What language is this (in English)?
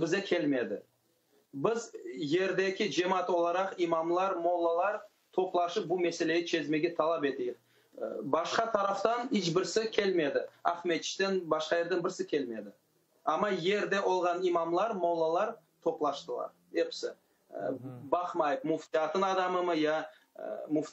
Crimean Tatar